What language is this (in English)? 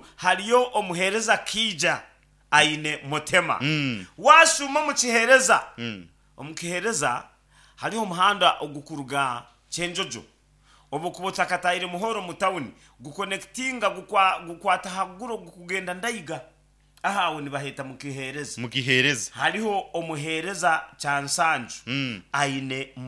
Nyankole